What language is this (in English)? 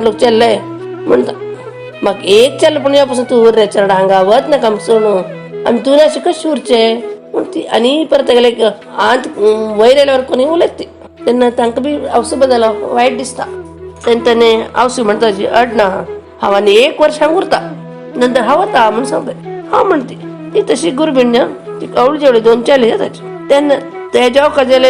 Konkani